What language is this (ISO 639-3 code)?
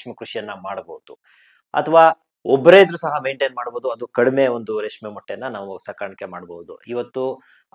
kan